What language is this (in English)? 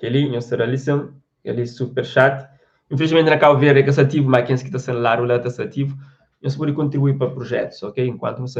Kabuverdianu